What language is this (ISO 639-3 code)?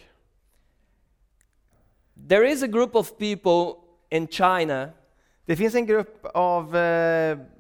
swe